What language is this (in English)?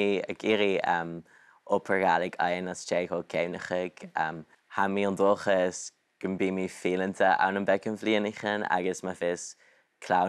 Scottish Gaelic